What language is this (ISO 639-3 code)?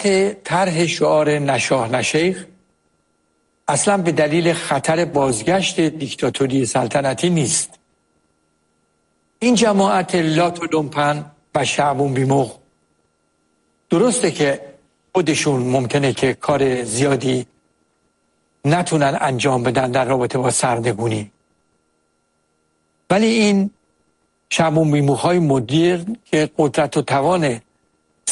fas